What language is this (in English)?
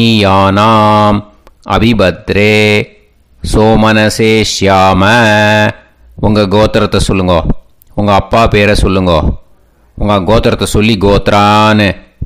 Tamil